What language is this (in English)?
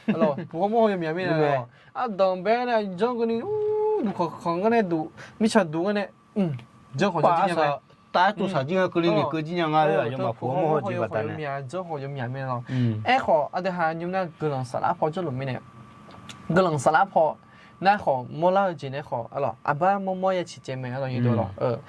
Akha